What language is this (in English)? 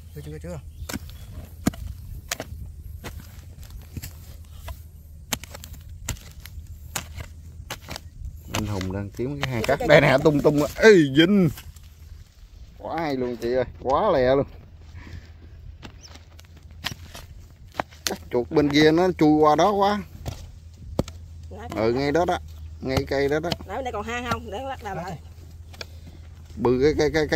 Vietnamese